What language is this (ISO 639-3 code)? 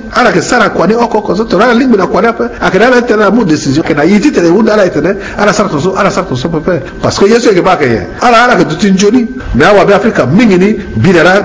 sag